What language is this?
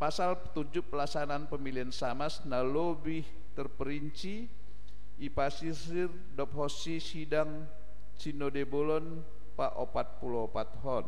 Batak Simalungun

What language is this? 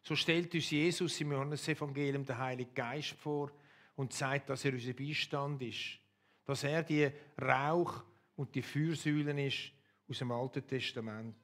Swiss German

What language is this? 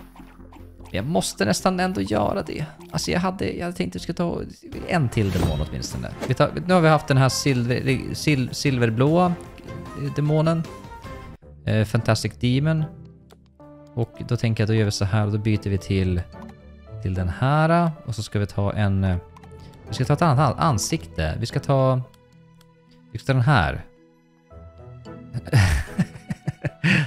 Swedish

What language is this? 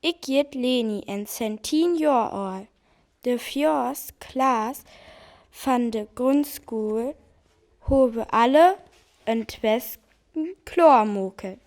Northern Frisian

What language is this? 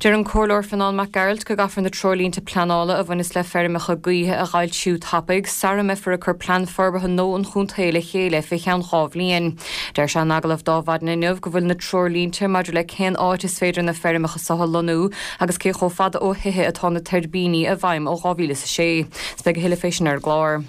Irish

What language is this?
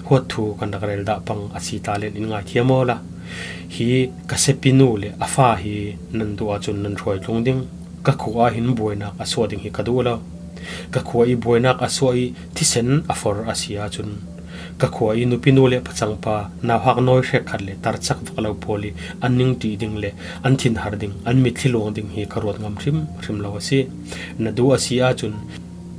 Falam Chin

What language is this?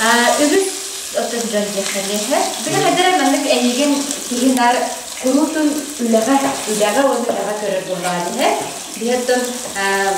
Yakut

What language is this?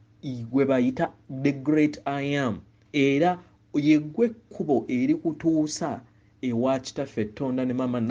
Ganda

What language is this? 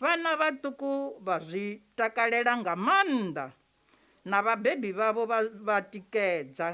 Venda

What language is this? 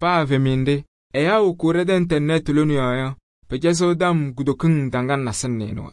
Kabiyè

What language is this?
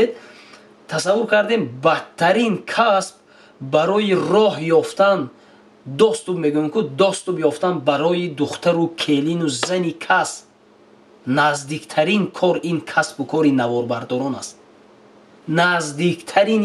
Tajik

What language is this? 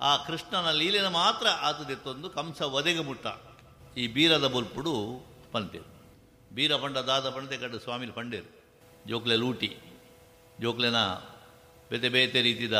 Tulu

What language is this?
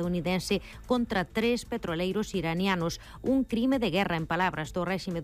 Galician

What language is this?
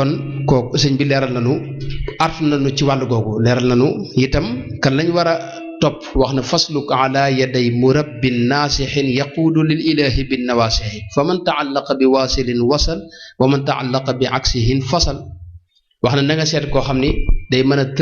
Wolof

